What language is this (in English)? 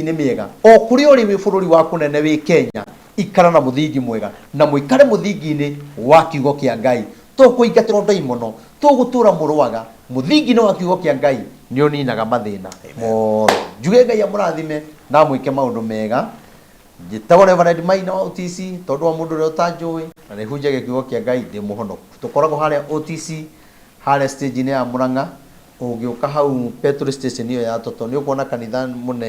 Kikuyu